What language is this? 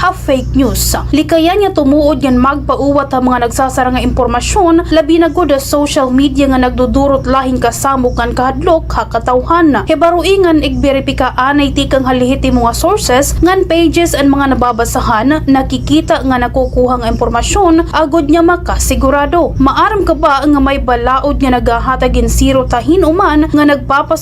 Waray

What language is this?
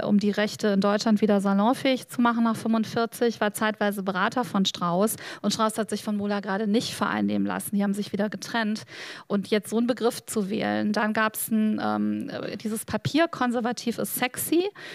German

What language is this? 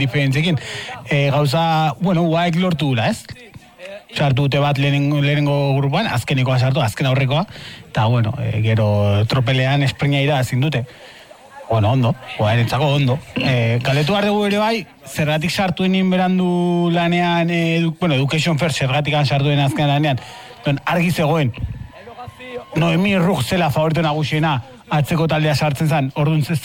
Basque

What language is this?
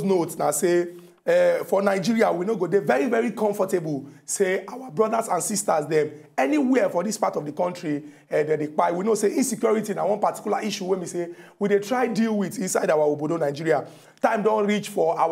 Nigerian Pidgin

